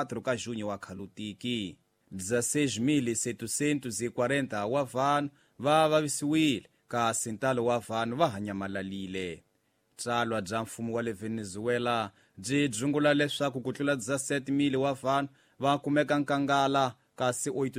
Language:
Tsonga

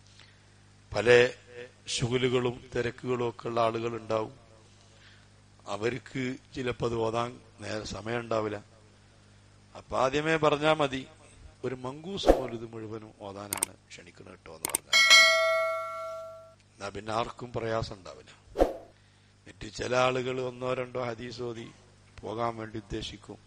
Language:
Malayalam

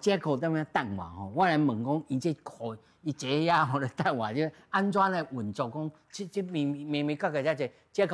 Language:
Min Nan Chinese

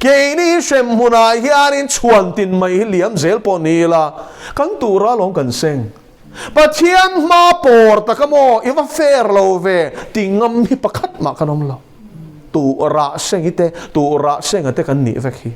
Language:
Mizo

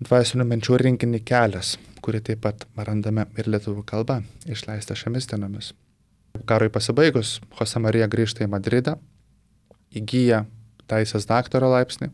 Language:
Lithuanian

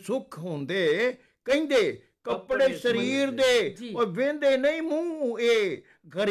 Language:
Punjabi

